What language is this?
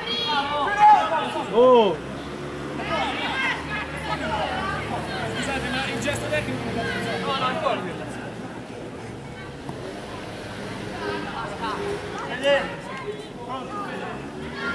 Italian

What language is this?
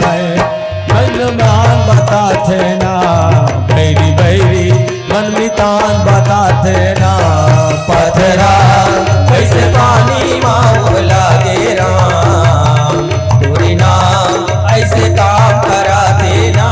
Chhattisgarhi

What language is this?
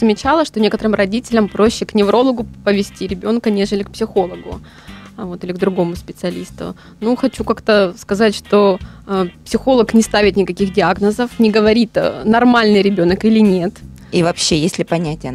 Russian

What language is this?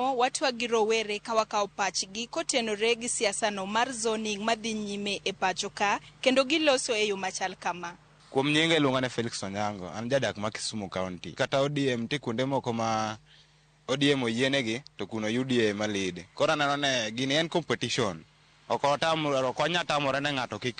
Luo (Kenya and Tanzania)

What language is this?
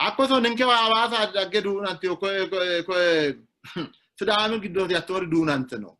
Sidamo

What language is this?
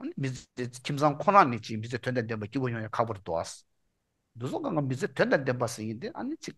Tibetan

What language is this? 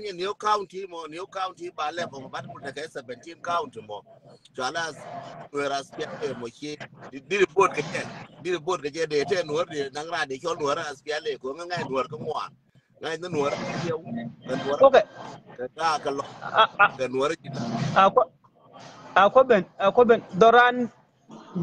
Nuer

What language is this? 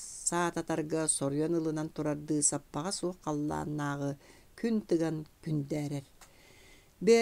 Yakut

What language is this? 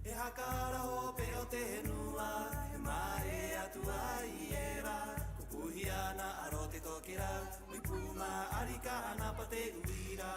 Rapanui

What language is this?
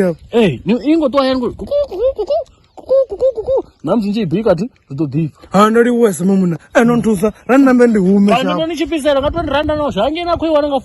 Venda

